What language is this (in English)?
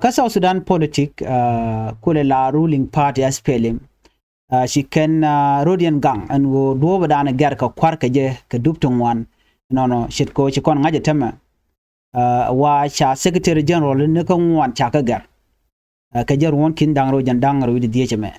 Nuer